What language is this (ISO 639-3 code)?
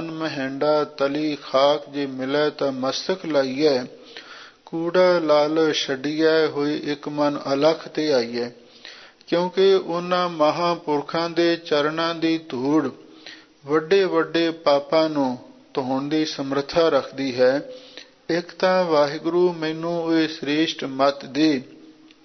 pan